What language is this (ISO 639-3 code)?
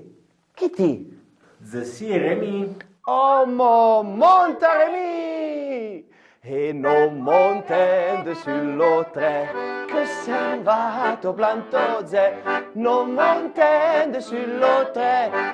frp